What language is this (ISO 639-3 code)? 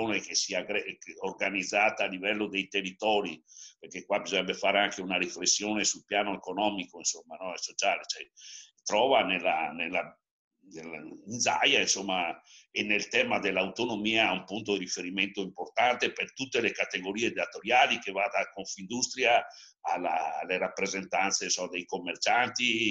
ita